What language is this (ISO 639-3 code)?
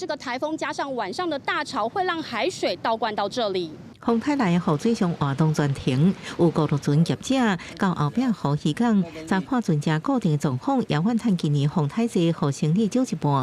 nan